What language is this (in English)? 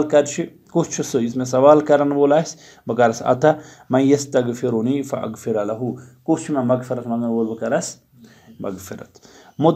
Kashmiri